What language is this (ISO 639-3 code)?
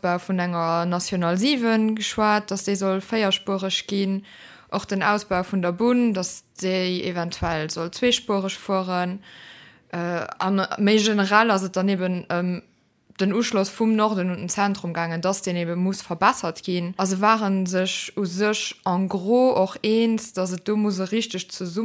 ltz